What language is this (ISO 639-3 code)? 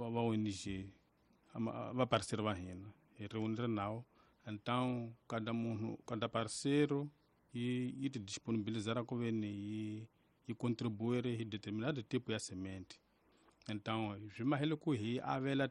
tso